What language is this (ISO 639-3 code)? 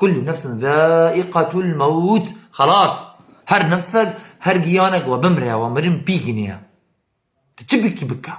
kur